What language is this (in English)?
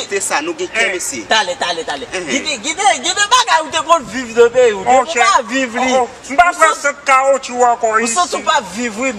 Haitian Creole